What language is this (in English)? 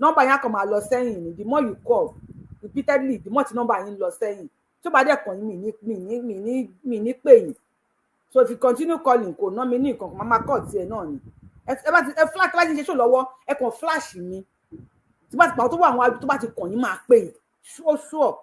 Yoruba